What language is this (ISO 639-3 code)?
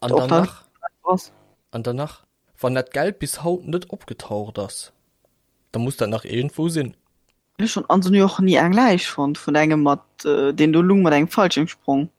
ltz